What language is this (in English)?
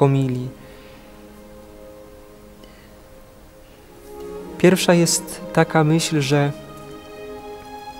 Polish